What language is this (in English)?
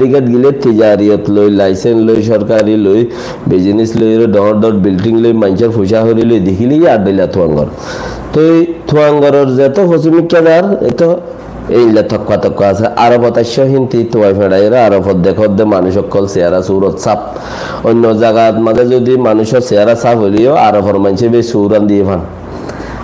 Rohingya